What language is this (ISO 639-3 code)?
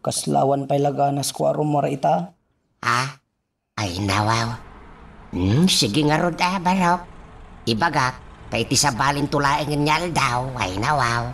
ilo